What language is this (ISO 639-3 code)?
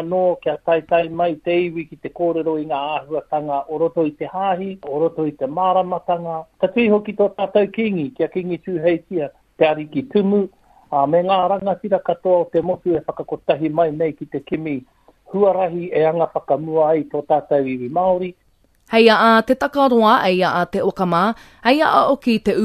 mri